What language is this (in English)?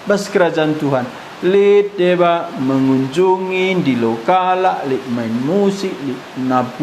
Batak Karo